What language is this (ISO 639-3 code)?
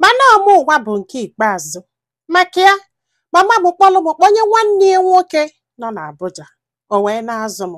ibo